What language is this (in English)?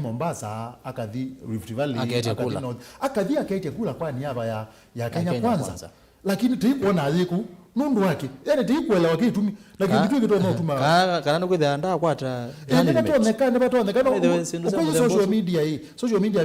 Kamba